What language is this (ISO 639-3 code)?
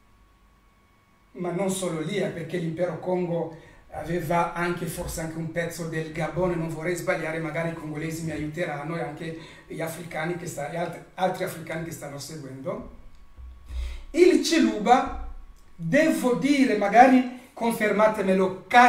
ita